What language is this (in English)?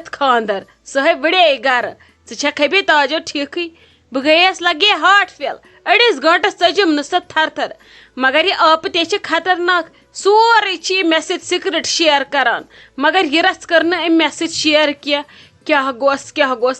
Kashmiri